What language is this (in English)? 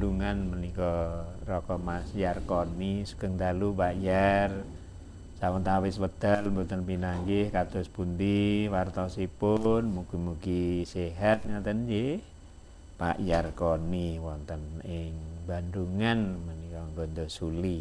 Javanese